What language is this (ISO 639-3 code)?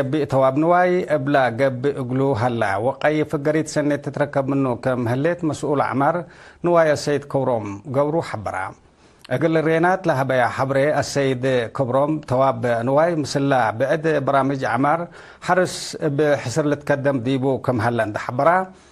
tig